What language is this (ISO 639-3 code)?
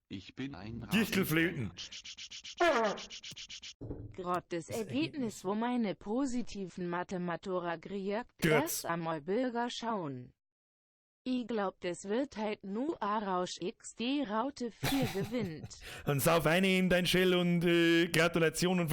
bar